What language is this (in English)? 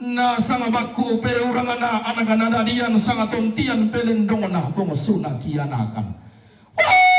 Toraja-Sa'dan